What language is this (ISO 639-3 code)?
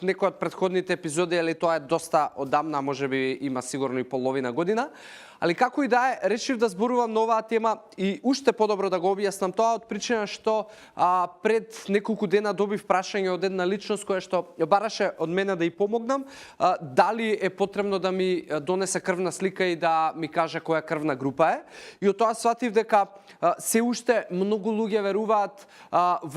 mkd